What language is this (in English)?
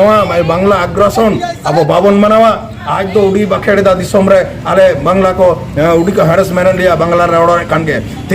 Santali